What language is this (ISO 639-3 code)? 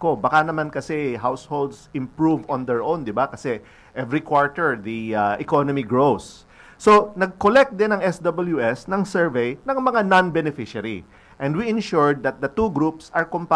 fil